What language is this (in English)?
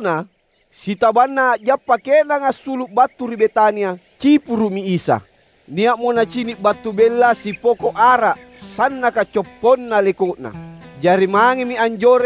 Makasar